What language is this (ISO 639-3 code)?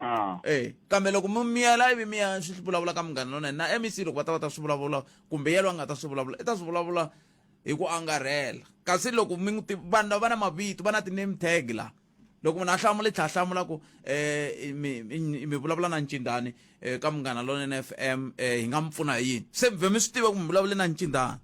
tso